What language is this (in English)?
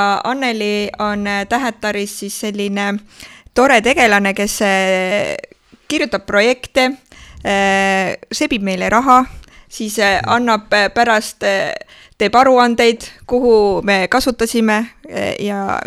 Estonian